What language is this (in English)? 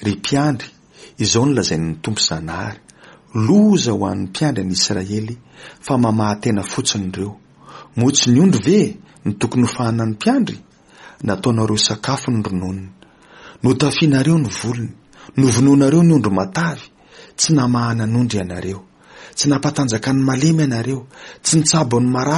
Malagasy